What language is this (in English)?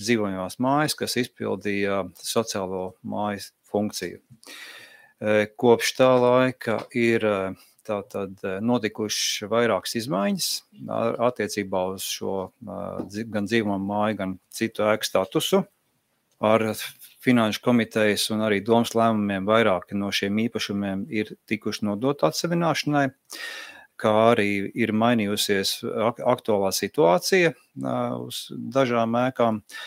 Latvian